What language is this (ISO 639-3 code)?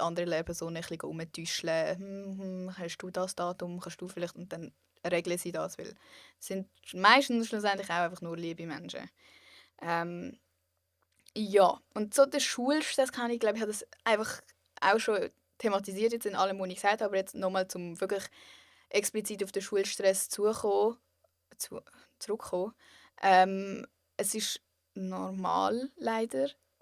gsw